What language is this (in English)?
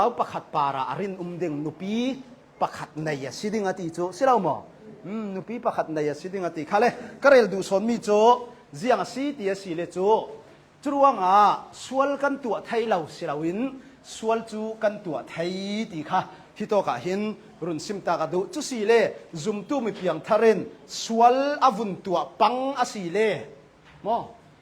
Hakha Chin